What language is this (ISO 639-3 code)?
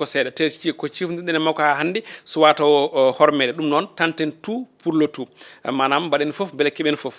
ful